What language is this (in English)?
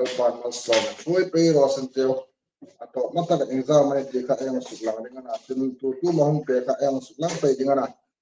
Hmar